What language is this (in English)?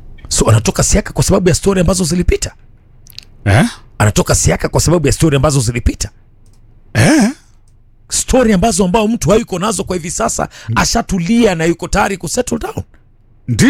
Swahili